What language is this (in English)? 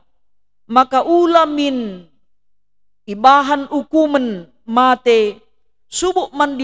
Batak Karo